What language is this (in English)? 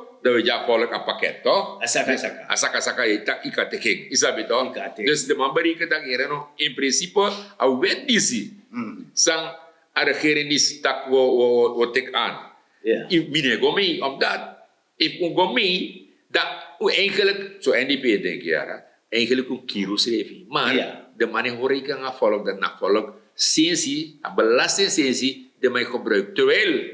Sranan Tongo